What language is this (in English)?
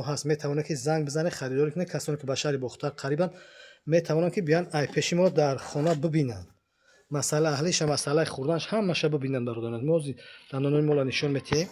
Tajik